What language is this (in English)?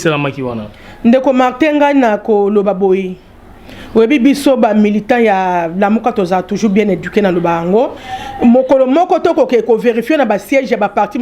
Lingala